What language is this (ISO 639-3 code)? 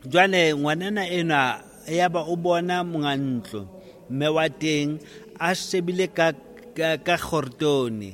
sot